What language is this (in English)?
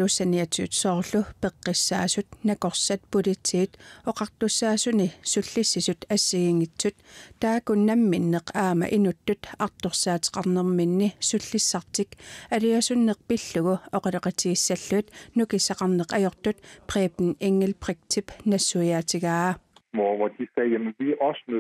Kalaallisut